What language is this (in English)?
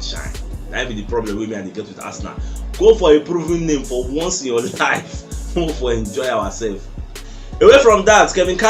Nigerian Pidgin